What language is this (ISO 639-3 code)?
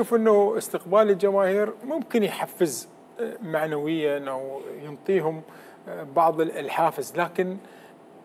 acm